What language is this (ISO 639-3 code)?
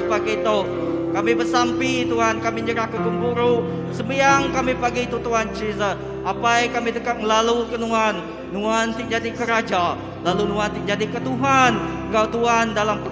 iba